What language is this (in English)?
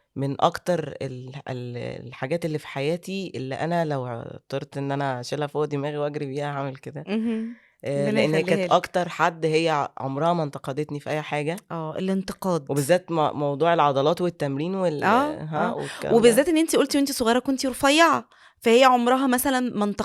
Egyptian Arabic